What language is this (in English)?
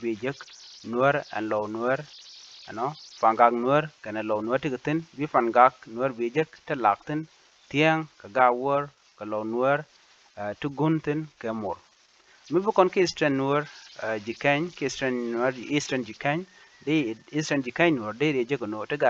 Nuer